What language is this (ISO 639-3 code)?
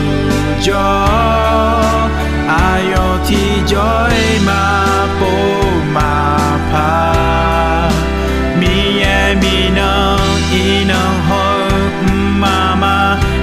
ahk